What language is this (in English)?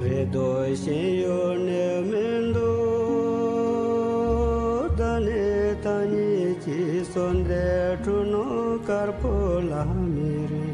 Tibetan